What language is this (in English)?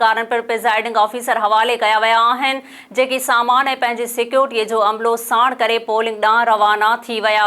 Sindhi